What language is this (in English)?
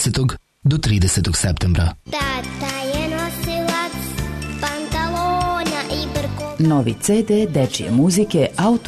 Serbian